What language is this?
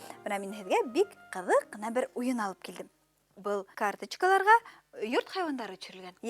Bashkir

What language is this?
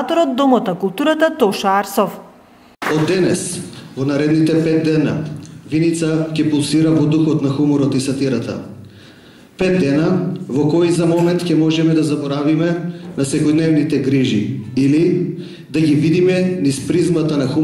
Macedonian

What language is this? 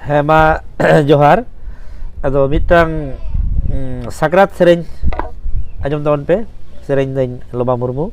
Santali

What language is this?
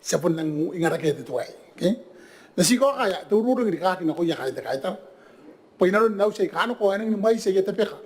Gilbertese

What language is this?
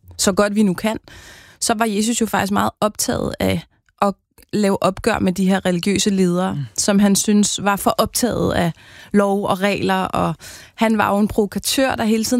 Danish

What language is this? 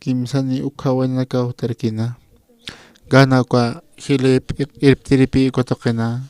Aymara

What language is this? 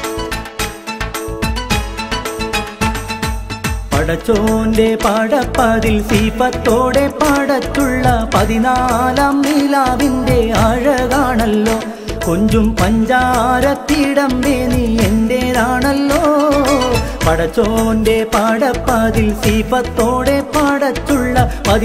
Malayalam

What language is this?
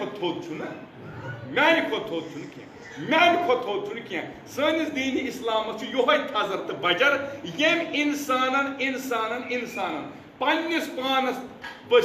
Kashmiri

